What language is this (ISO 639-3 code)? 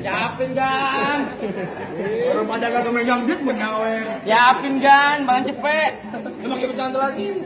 bew